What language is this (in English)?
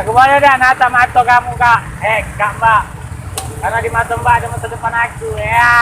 Musi